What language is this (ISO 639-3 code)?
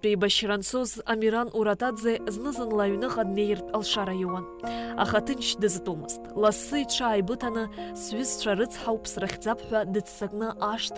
abk